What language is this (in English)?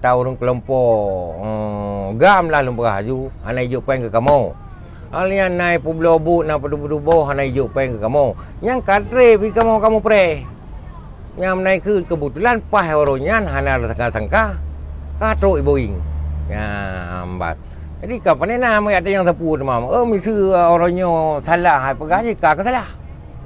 Achinese